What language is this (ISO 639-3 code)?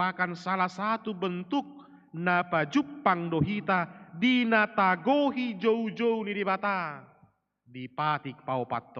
bbc